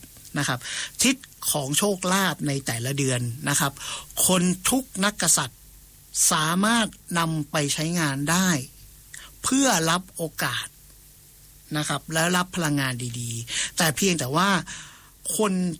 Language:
Thai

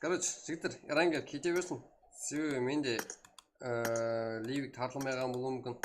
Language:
Kara-Kalpak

